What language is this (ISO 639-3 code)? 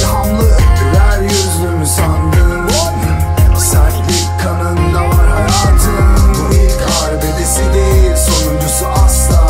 tur